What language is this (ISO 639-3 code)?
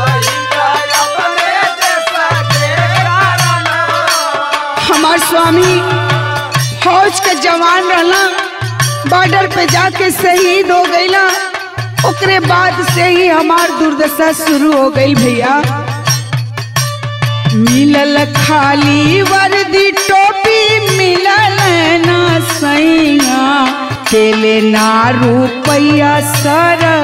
bho